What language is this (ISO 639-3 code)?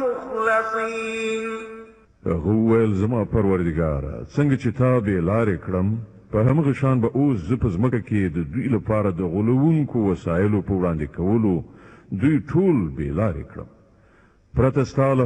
pus